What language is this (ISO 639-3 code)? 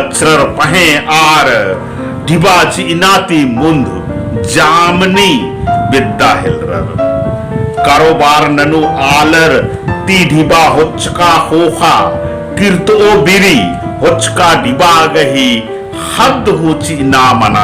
kru